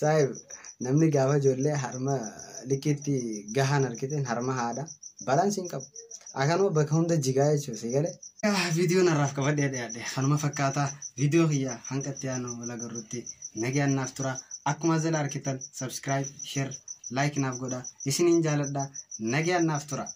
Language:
Oromo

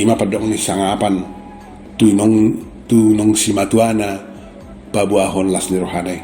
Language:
Batak Toba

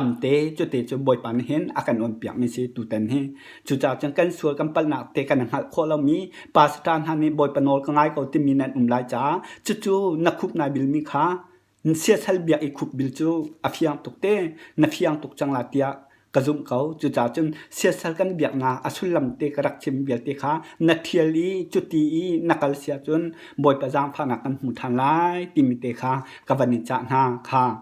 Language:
Hakha Chin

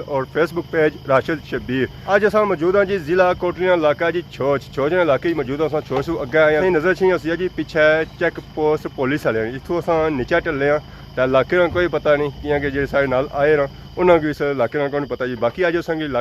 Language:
Pahari-Potwari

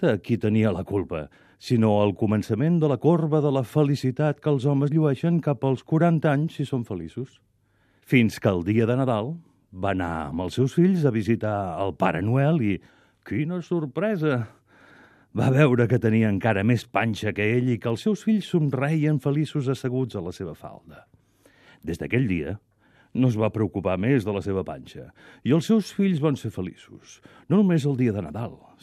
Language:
Catalan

